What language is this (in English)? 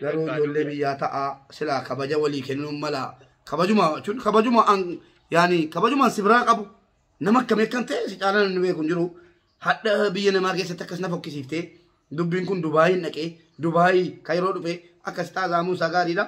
Oromo